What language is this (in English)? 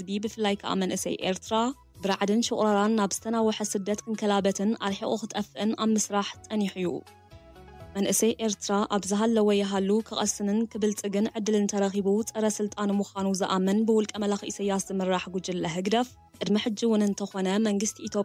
Tigrinya